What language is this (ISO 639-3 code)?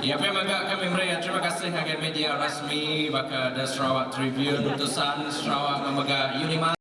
iba